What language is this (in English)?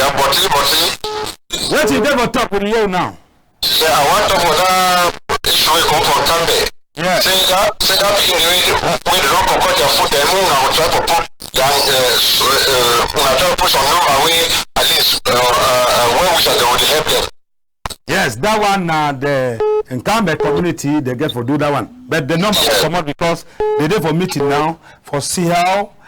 Cameroon Pidgin